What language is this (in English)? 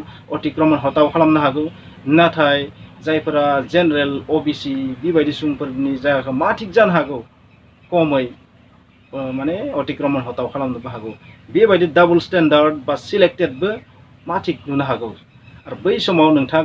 Bodo